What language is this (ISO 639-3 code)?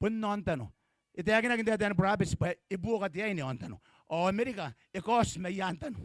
gil